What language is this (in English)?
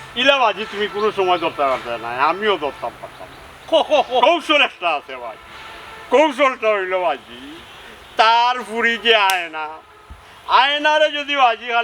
Sylheti